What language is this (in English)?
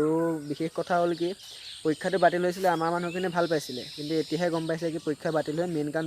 Assamese